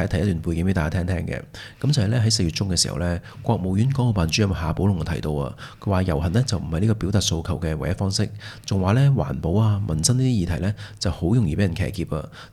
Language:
Cantonese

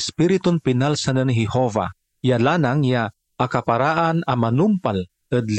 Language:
Pangasinan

